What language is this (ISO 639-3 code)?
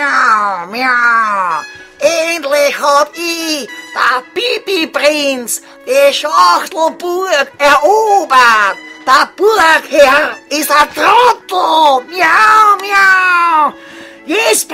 bar